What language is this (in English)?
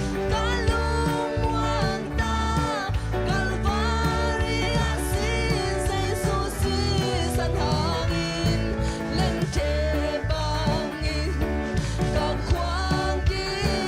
Tedim Chin